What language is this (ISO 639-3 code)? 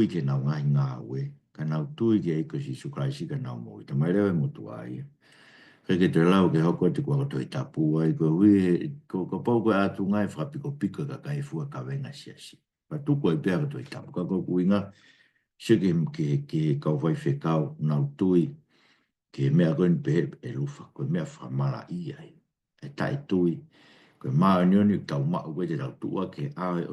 ton